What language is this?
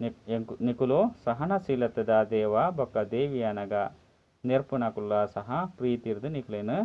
Tulu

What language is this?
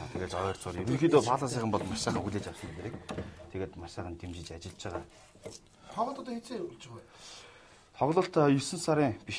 Mongolian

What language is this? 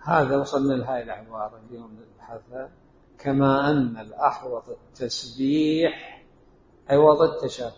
Mesopotamian Arabic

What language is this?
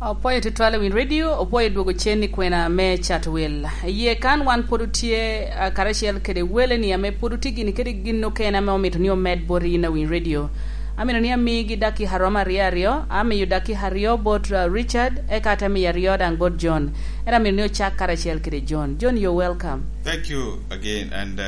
Lango (Uganda)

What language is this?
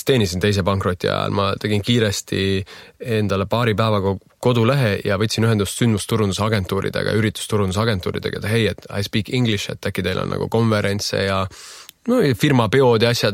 Estonian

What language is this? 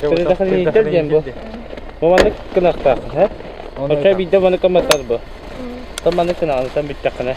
Yakut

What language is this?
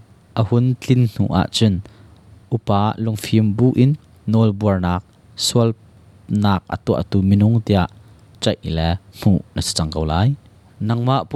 Hakha Chin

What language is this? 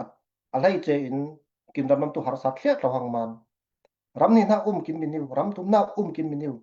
Falam Chin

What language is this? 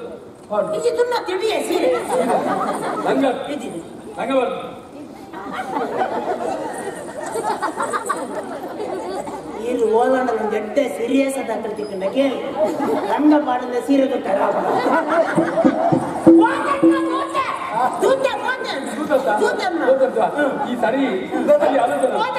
Tulu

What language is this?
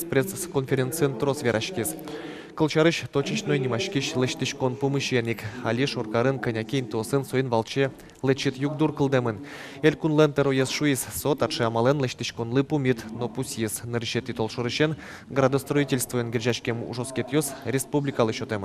Udmurt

